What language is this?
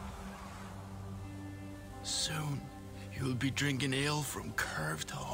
English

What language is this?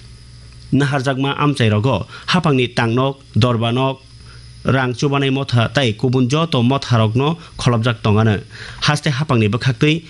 Kok Borok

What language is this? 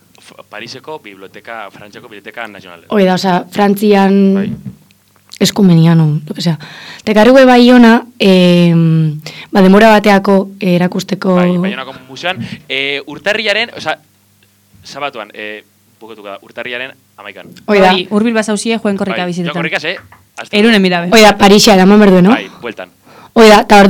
Basque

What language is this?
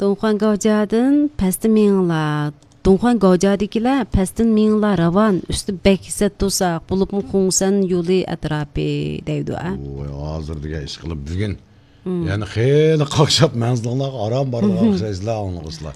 Uyghur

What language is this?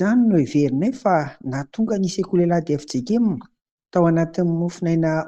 Malagasy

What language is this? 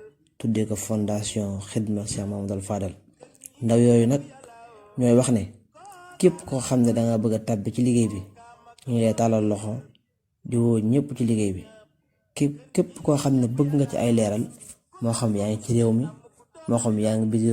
Wolof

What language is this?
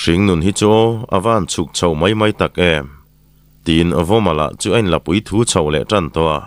Mizo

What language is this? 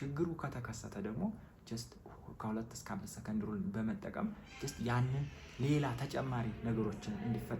Amharic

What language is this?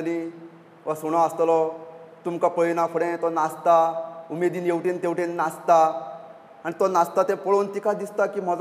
Konkani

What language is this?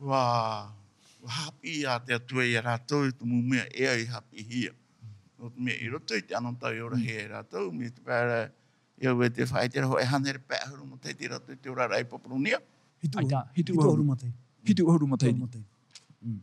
Tahitian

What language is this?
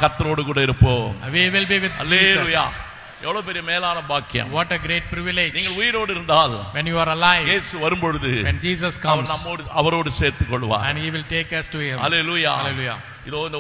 Tamil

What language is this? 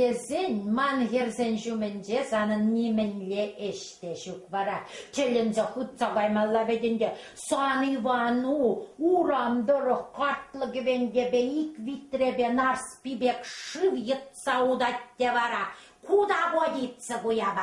Chuvash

